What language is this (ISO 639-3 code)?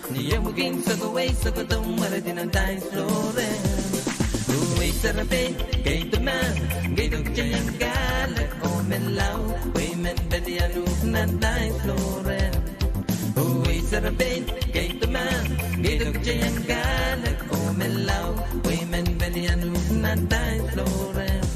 pon